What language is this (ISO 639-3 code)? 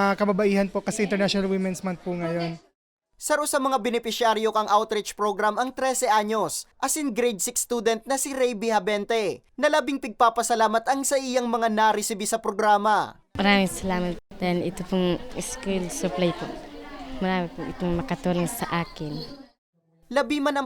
bik